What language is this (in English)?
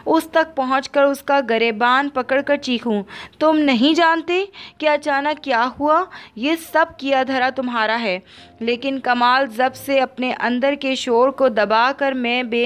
Urdu